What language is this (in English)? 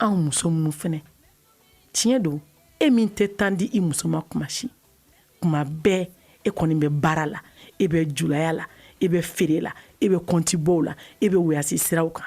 Bambara